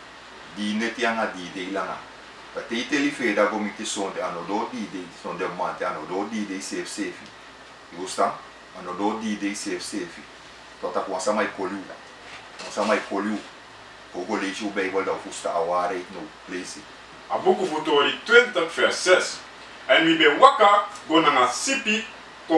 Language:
Sranan Tongo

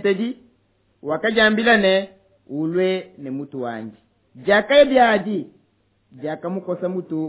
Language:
Luba-Lulua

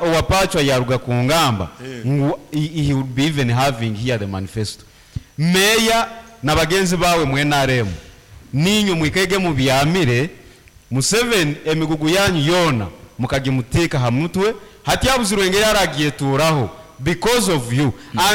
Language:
Nyankole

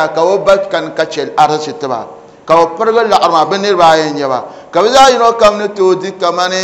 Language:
Dagbani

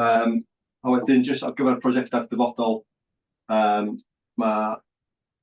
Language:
Welsh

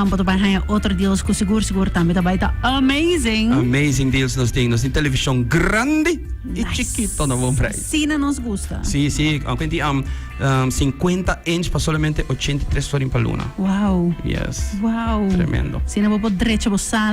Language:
Papiamento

